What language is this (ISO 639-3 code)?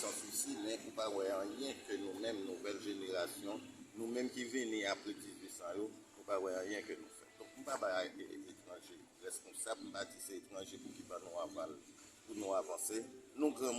hat